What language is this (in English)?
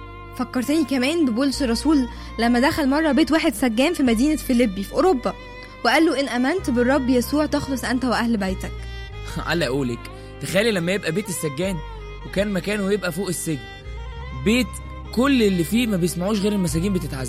Egyptian Arabic